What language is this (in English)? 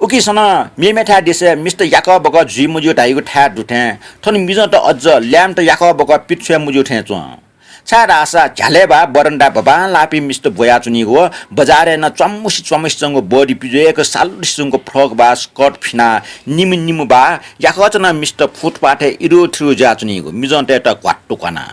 Newari